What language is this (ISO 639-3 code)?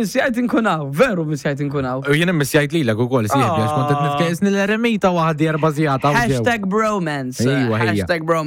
mlt